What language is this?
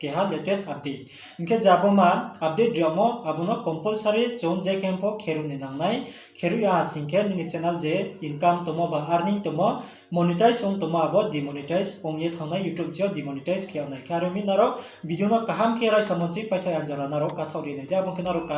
Riang (India)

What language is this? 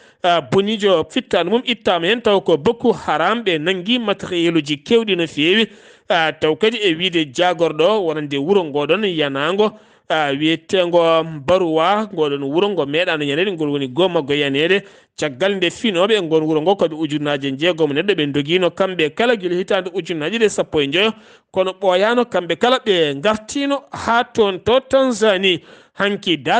Fula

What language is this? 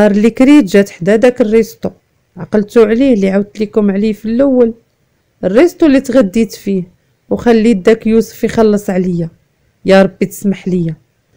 Moroccan Arabic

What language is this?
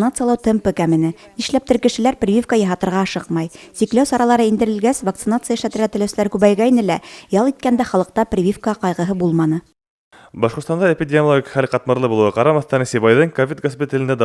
Bashkir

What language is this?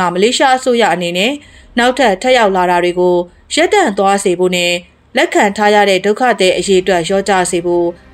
Burmese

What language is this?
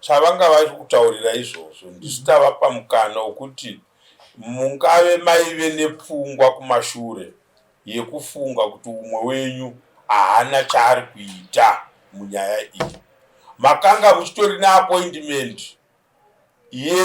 Shona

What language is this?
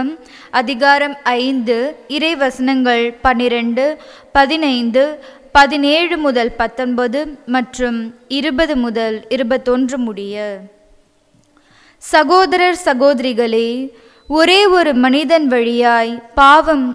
Tamil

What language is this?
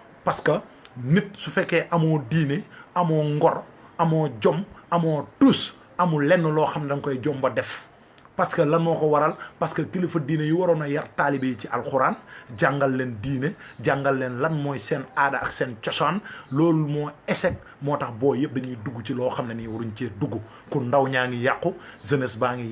Wolof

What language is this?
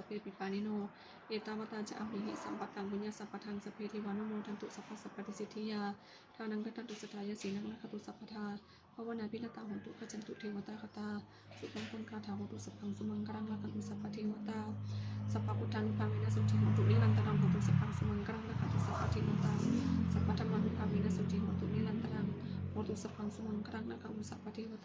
Pali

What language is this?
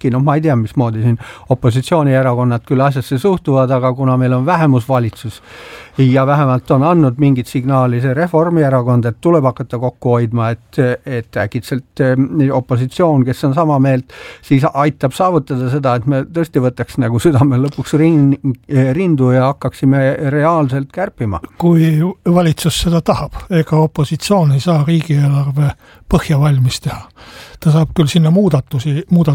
Estonian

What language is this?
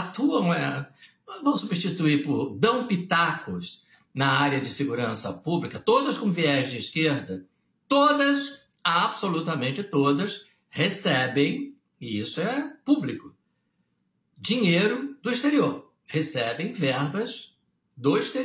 Portuguese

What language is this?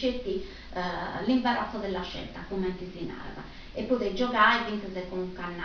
Sardinian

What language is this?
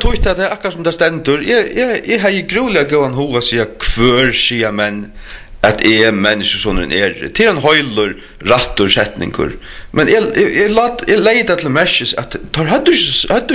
Faroese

